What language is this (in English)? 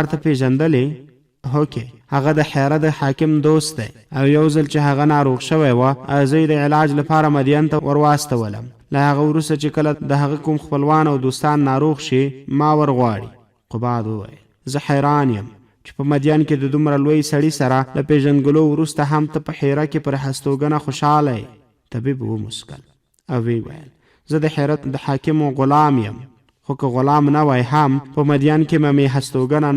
Pashto